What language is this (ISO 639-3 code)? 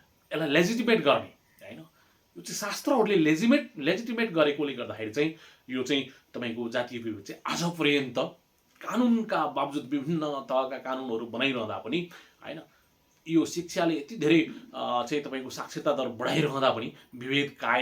nep